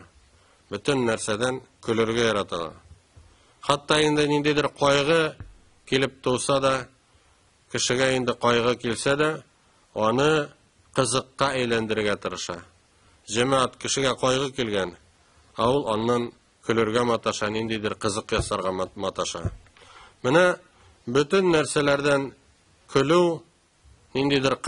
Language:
Tatar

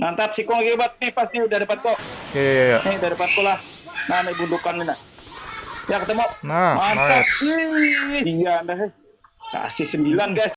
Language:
Banjar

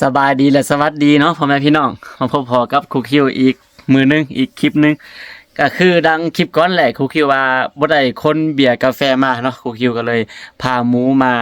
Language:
Lao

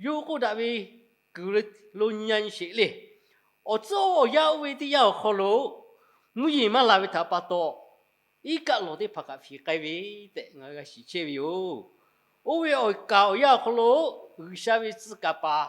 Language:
Lahu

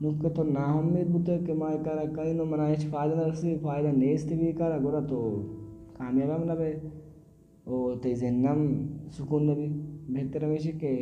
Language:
Baluchi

